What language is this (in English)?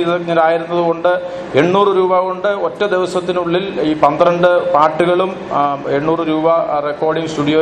Malayalam